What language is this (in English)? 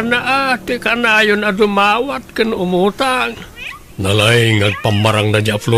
Iloko